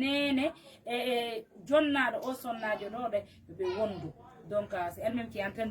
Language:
Fula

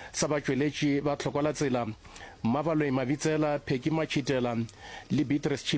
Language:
Northern Sotho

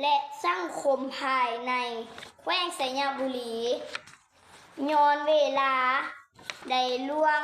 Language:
Lao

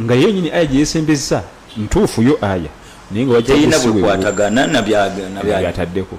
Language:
Ganda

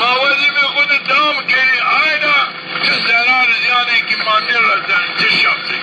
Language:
Zaza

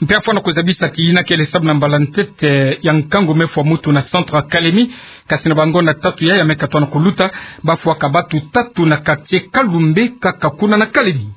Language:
Kituba (Democratic Republic of Congo)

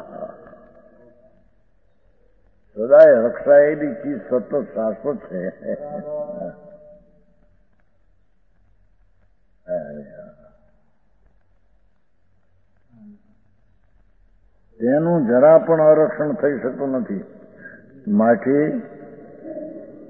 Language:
Gujarati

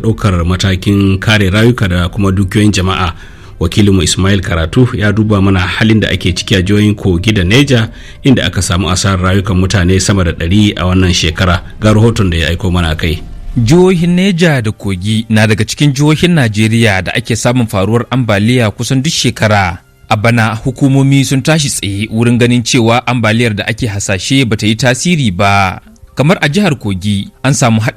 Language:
Hausa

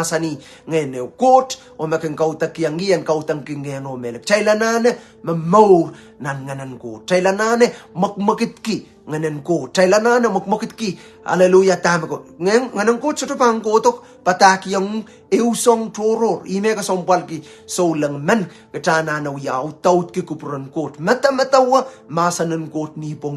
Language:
Pohnpeian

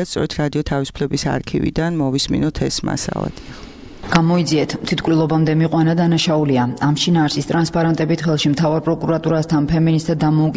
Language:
Georgian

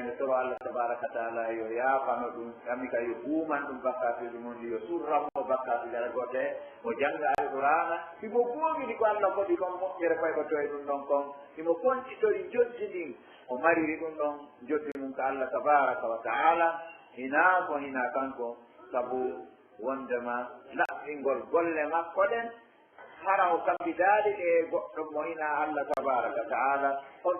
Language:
Pular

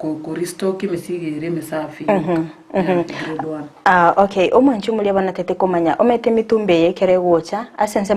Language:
Gusii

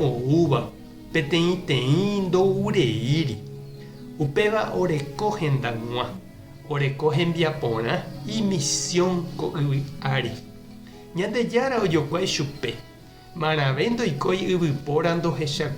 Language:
Guarani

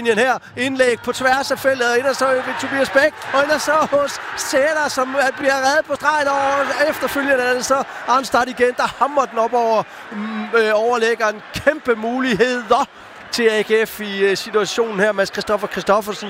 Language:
Danish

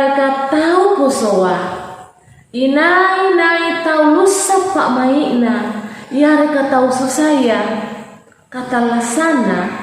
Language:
Makasar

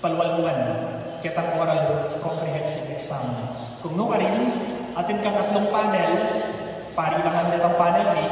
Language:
Pampanga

